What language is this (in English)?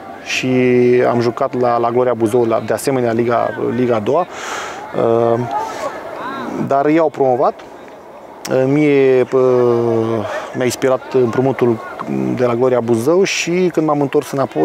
Romanian